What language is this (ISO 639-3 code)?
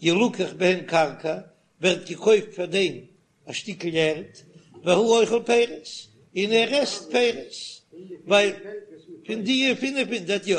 yid